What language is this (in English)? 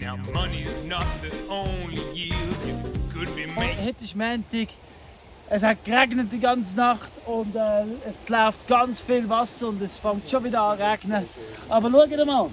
Swiss German